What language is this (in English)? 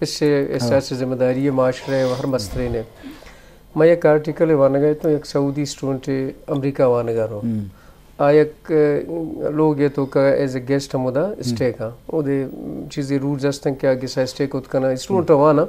Eastern Balochi